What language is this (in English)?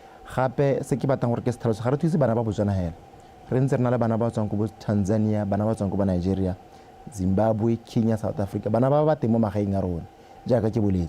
Tswana